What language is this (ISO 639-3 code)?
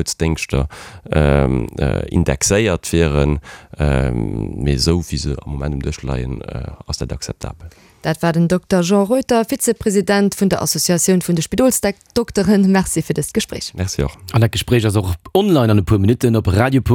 ltz